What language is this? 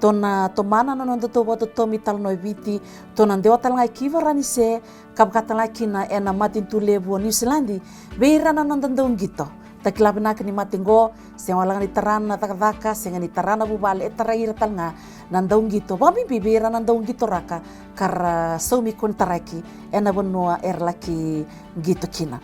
Fijian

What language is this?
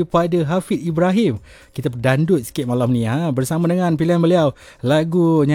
Malay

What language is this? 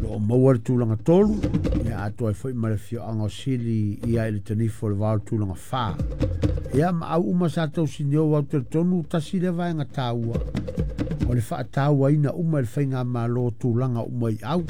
Samoan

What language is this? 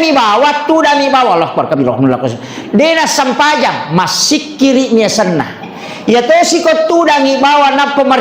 Buginese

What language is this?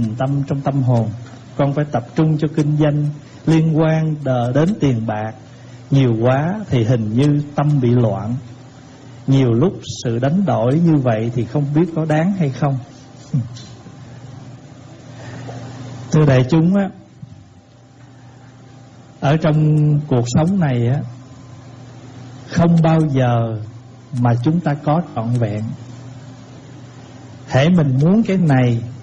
Vietnamese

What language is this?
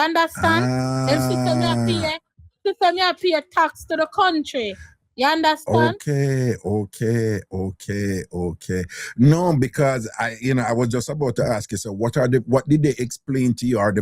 Jamaican Creole English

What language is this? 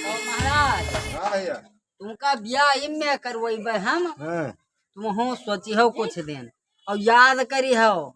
Awadhi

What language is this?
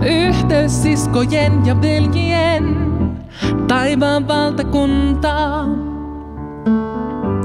Finnish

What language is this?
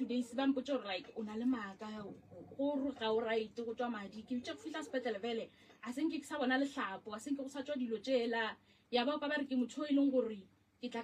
Northern Sotho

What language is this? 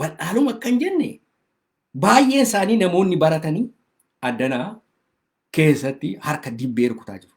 Oromo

